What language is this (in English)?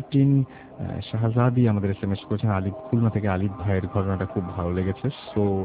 Bangla